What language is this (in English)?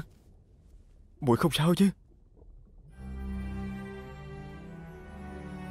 Vietnamese